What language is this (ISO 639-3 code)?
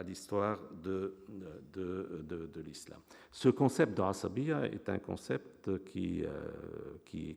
fra